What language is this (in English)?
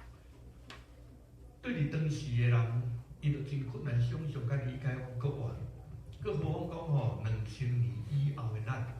Min Nan Chinese